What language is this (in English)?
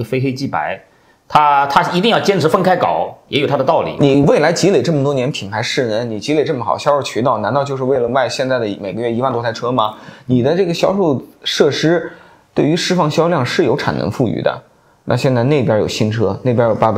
Chinese